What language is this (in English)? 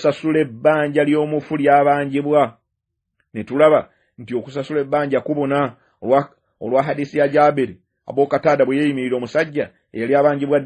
Ganda